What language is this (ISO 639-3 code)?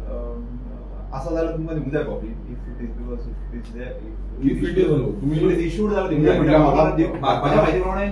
kok